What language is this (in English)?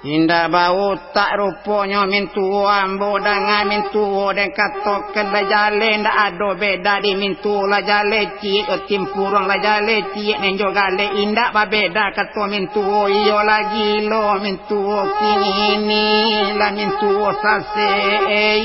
Minangkabau